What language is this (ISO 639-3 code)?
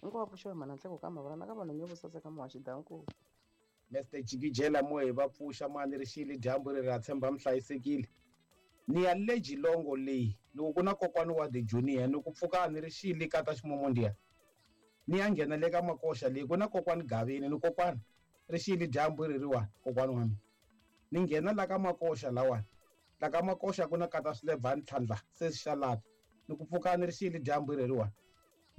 tso